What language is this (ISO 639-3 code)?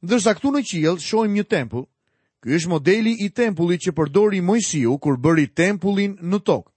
sqi